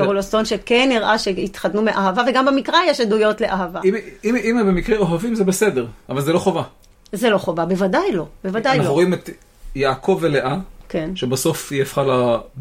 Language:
Hebrew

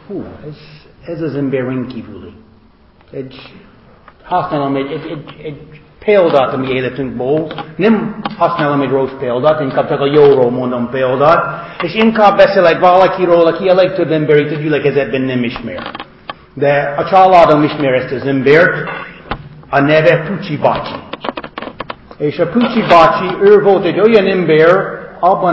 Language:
Hungarian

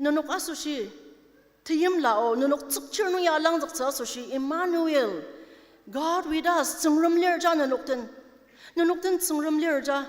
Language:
Ao Naga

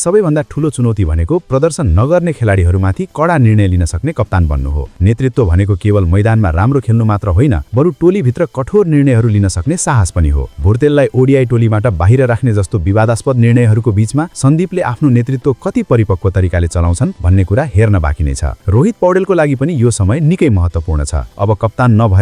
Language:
Nepali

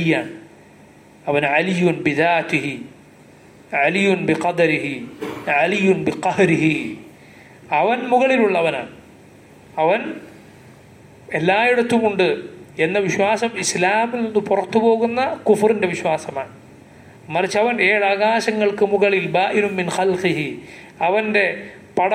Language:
Malayalam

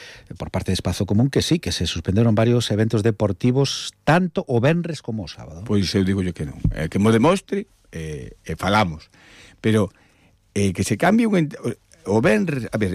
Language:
Galician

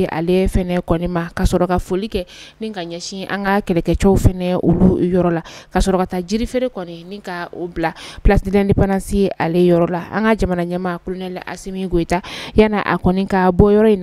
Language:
Bambara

